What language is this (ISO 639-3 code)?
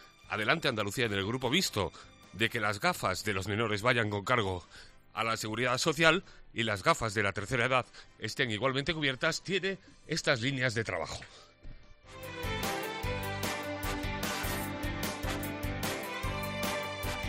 spa